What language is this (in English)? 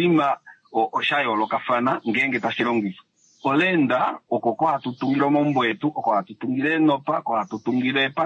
Kuanyama